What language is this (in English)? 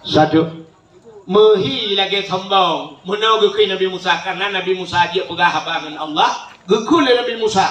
Achinese